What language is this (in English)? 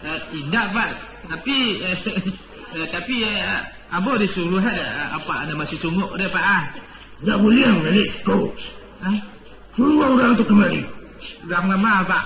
Minangkabau